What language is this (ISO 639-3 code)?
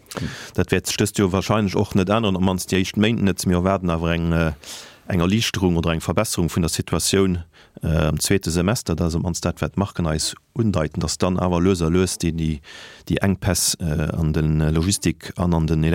ltz